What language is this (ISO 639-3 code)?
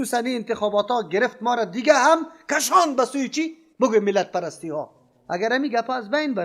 fas